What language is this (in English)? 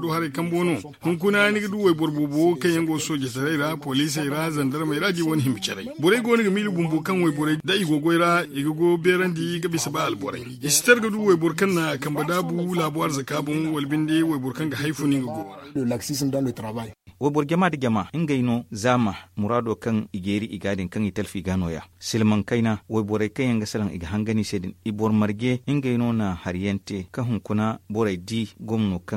Zarma